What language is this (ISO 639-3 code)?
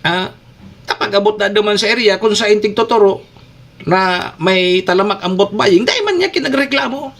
bik